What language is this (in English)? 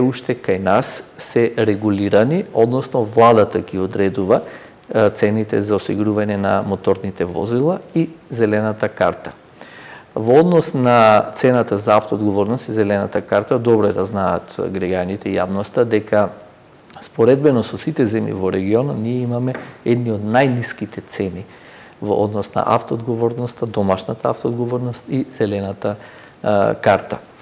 Macedonian